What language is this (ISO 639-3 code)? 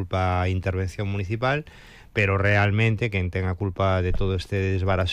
glg